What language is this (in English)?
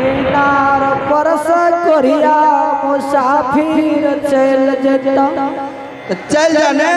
Angika